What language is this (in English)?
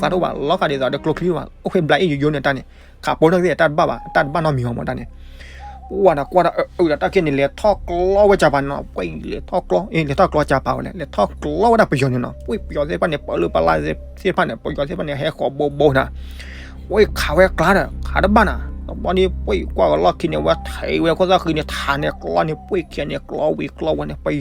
S'gaw Karen